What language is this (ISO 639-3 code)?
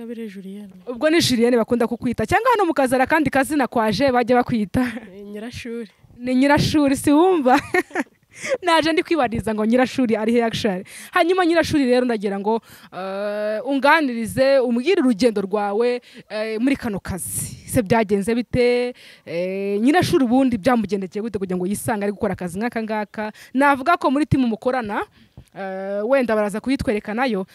kin